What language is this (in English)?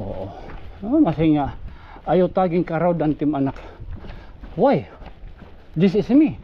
Waray